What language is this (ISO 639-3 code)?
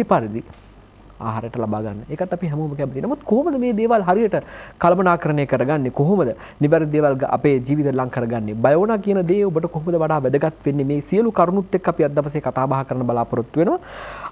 sin